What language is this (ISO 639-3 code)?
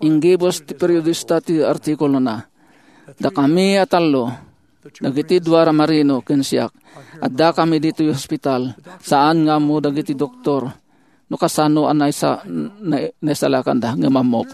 ilo